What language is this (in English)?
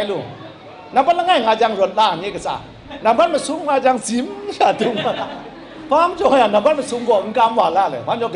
Kachin